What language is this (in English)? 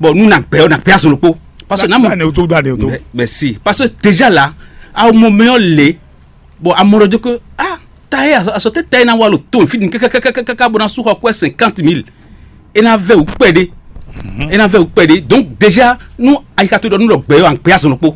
Fon